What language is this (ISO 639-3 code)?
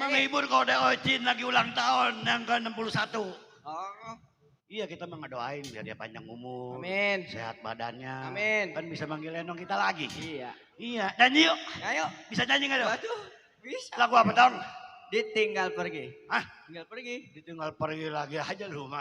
bew